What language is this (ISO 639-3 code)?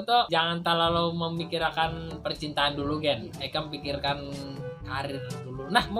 bjn